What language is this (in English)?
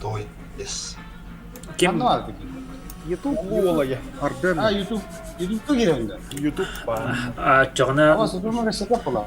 Yakut